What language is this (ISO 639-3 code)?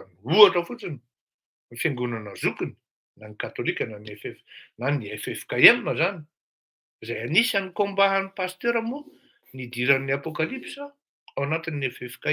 mlg